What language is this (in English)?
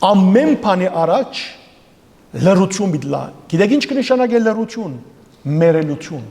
Western Armenian